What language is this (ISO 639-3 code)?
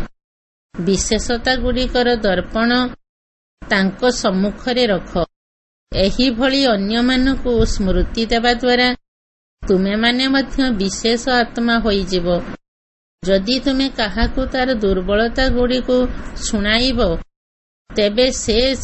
ori